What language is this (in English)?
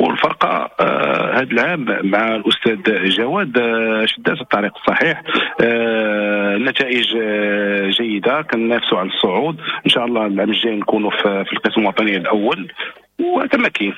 Moroccan Arabic